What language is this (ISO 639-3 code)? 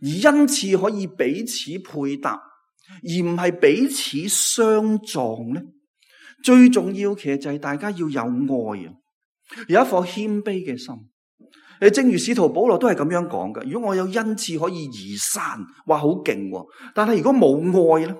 yue